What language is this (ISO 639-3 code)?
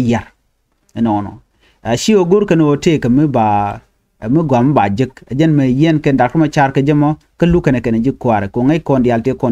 nus